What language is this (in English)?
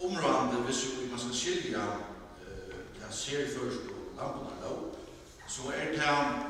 Faroese